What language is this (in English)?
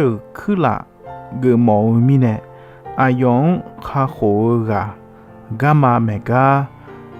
Akha